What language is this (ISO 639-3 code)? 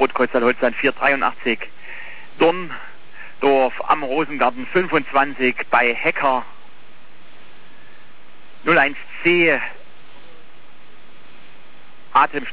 deu